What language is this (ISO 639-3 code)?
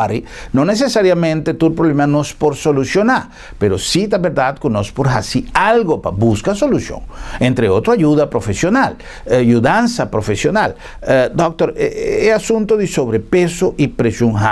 pap